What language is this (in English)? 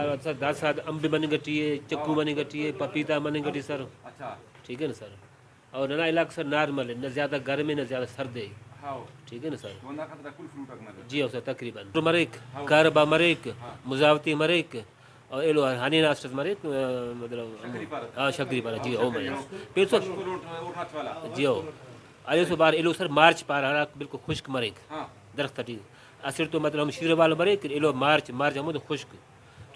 Brahui